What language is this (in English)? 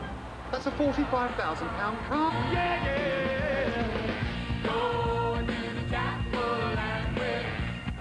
English